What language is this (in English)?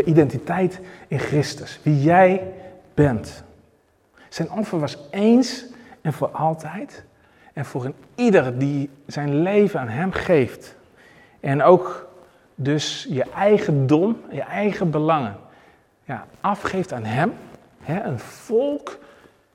Dutch